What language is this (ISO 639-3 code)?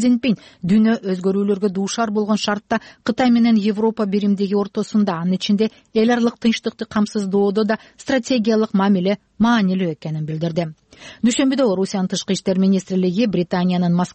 kir